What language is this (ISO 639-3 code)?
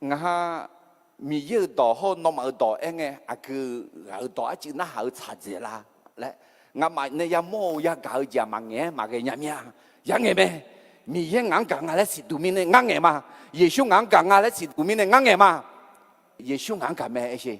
ahk